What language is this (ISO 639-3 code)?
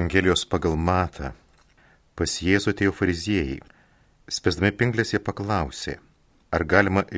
lit